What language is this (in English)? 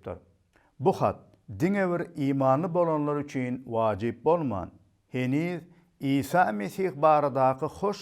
Turkmen